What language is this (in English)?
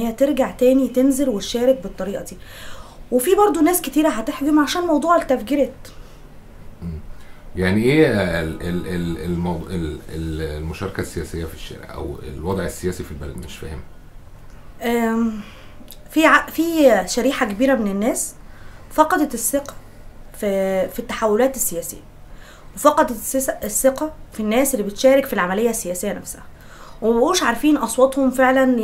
Egyptian Arabic